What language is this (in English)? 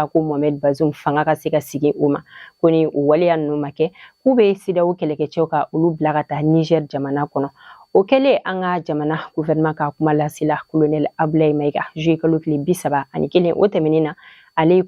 Bambara